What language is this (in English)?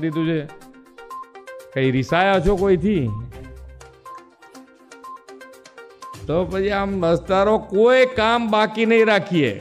Gujarati